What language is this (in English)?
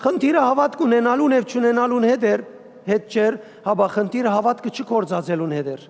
Western Armenian